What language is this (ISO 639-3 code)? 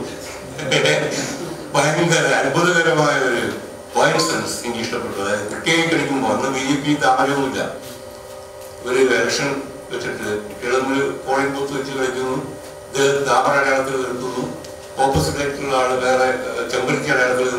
mal